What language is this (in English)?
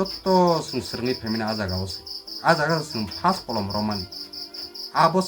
Kok Borok